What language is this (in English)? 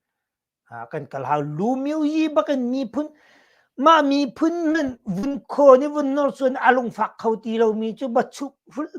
Hakha Chin